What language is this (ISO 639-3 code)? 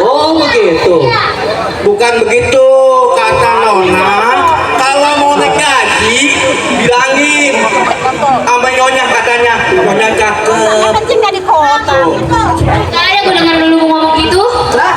bew